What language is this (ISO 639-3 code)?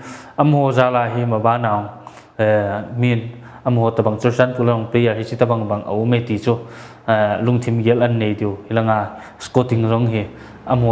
pck